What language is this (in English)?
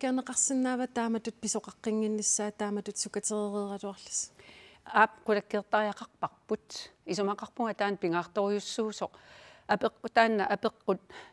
Kalaallisut